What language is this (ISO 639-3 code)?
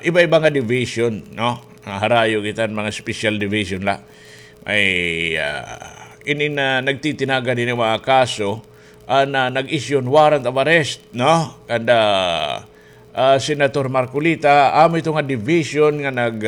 war